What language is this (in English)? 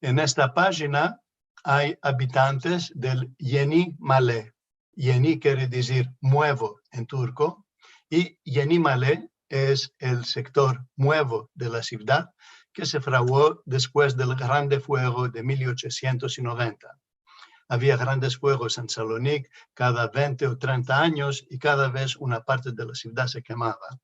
Ladino